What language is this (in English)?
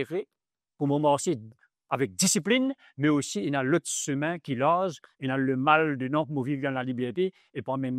Morisyen